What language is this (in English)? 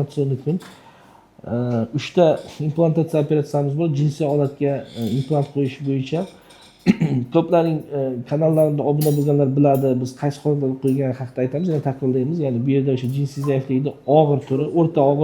Uzbek